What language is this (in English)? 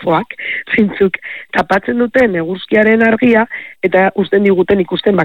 Basque